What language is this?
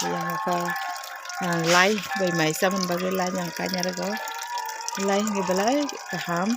Kok Borok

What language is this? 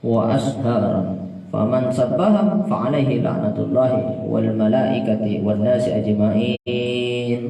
Madurese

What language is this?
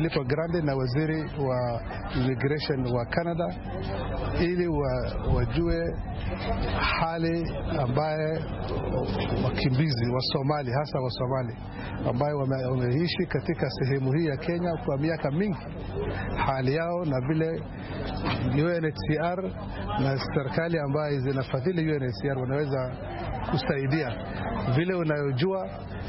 Swahili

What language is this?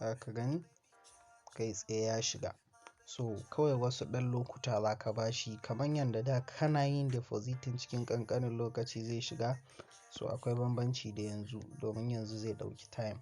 Hausa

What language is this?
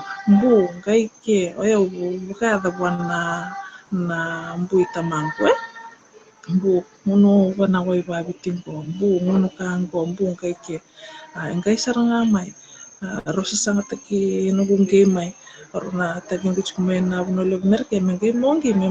Fijian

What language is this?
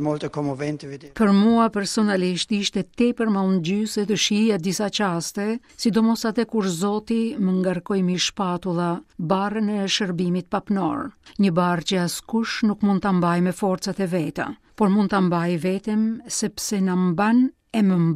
Albanian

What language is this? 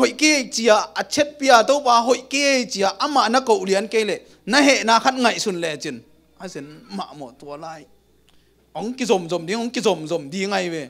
Tedim Chin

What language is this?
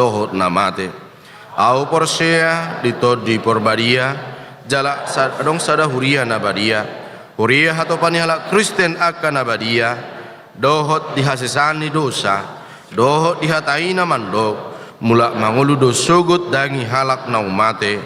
Batak Toba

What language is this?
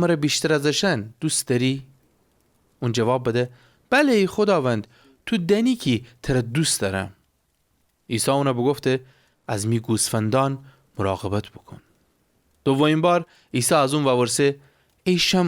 Gilaki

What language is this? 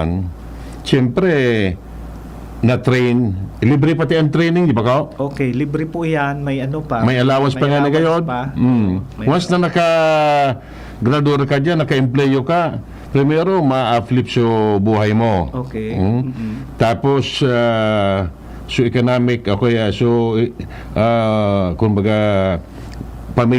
Bikol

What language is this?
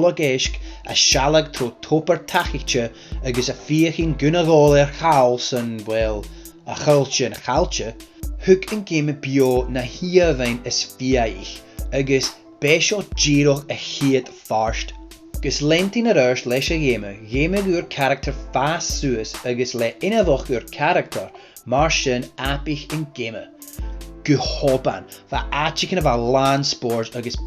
Scottish Gaelic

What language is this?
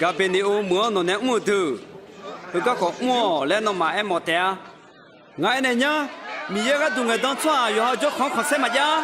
Akha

